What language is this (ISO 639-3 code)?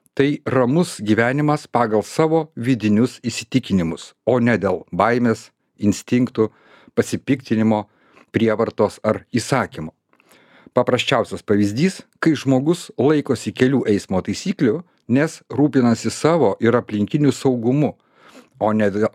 lit